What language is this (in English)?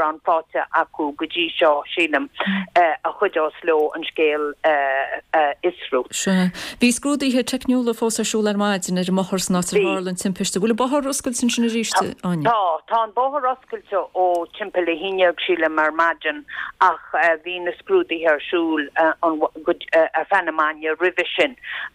Irish